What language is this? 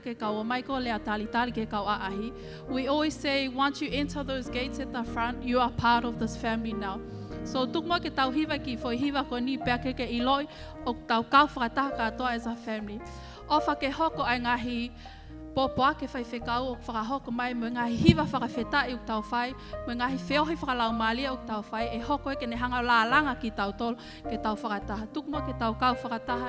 Tongan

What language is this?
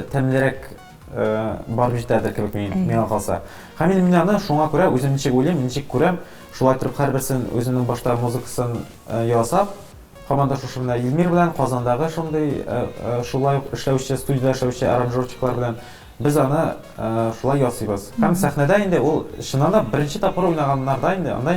Tatar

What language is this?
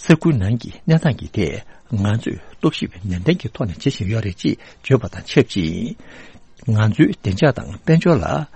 Tibetan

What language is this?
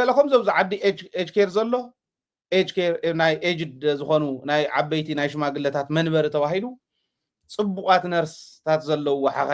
Tigrinya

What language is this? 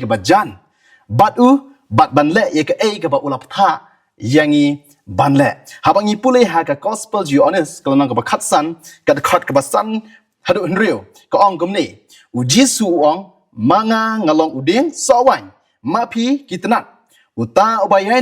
Khasi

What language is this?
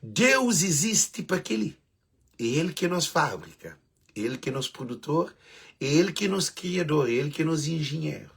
Kabuverdianu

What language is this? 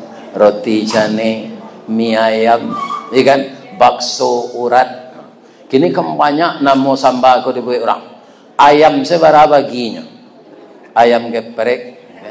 Minangkabau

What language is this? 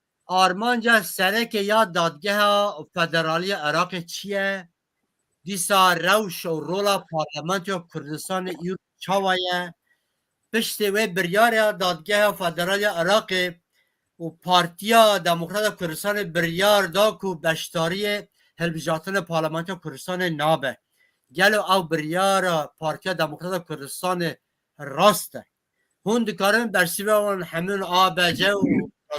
Kurdish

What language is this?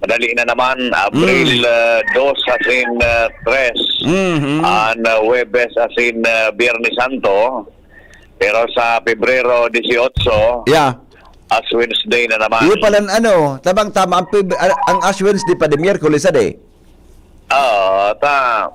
Bikol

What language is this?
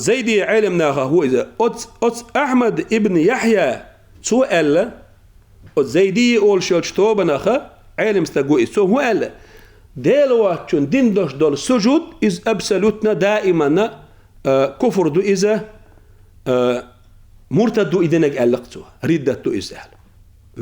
Chechen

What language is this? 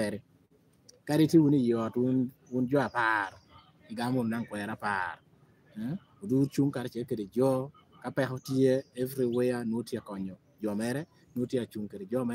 Lango (Uganda)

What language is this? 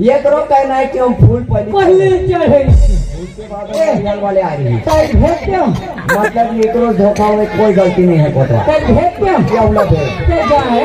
Chhattisgarhi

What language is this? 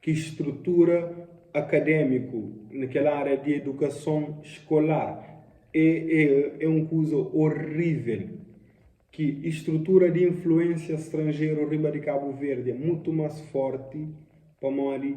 Kabuverdianu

